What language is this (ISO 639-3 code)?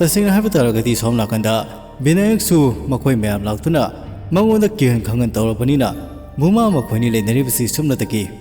mni